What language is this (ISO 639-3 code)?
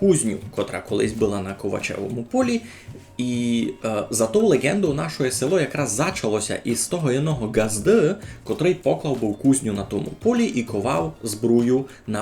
rue